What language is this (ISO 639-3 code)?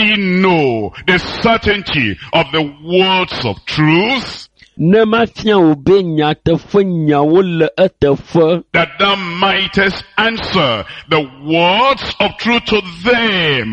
ewe